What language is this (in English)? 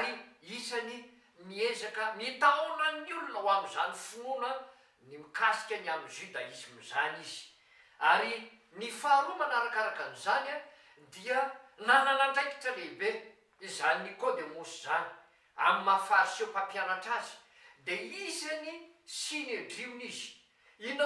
Malagasy